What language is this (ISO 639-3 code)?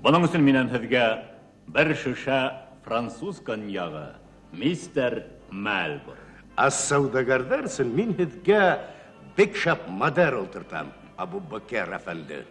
bak